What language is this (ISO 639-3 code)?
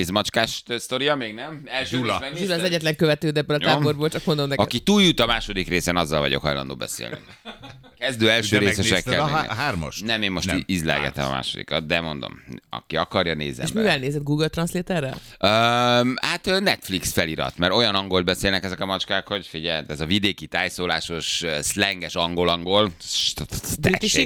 hun